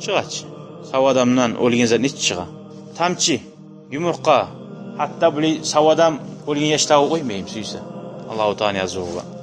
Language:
Kumyk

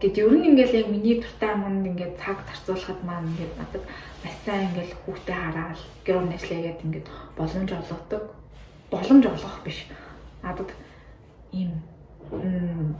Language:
Mongolian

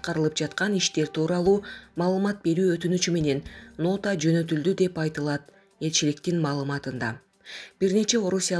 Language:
Kyrgyz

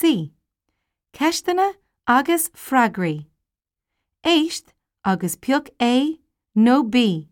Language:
Irish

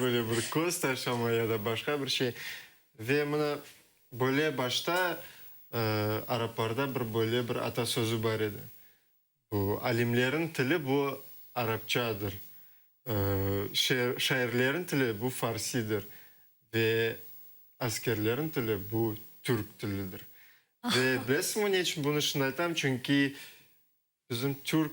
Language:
Crimean Tatar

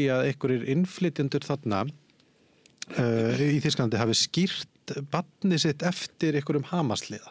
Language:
Icelandic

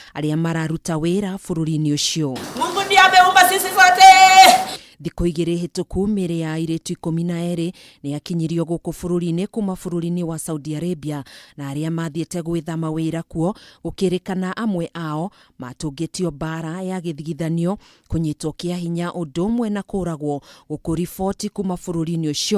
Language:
Kikuyu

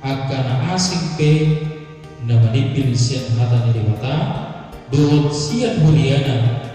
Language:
Batak Toba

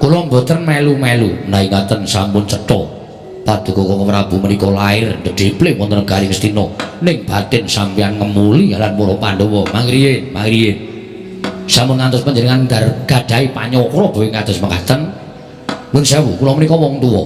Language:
Javanese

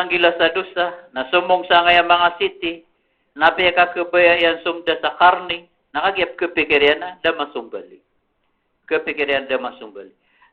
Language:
Maranao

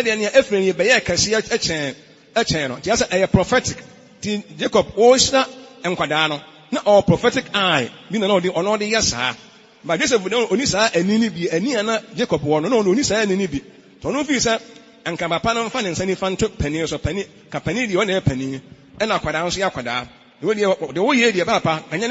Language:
Akan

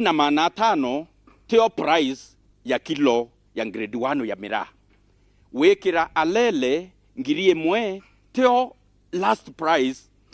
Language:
Meru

